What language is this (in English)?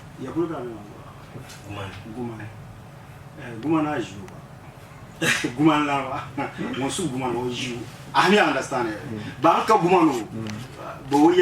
Dagbani